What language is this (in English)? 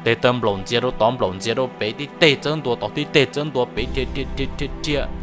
Hmong